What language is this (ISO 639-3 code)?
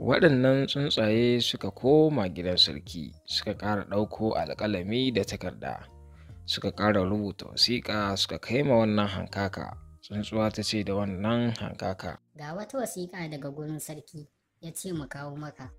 hau